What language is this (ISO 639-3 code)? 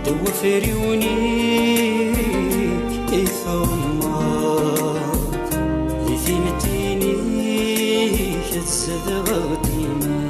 kab